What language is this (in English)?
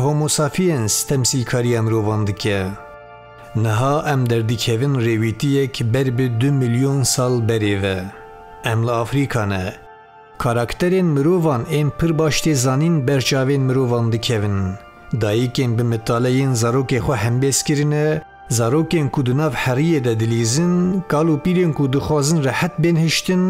Kurdish